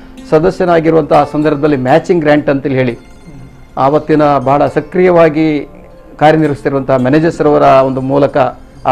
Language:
Kannada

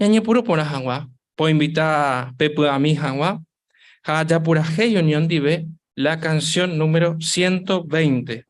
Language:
Guarani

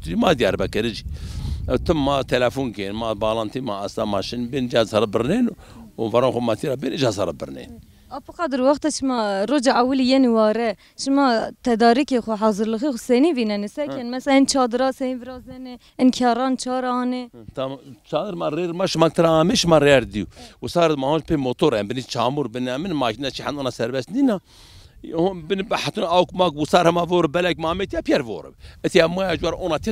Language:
Zaza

